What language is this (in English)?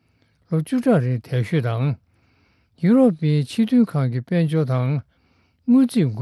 Tibetan